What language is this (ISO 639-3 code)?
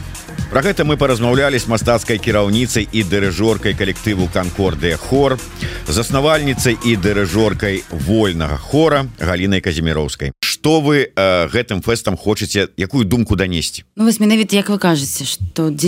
bel